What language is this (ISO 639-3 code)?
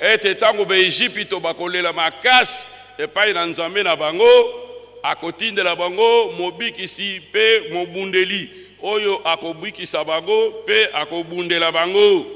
lin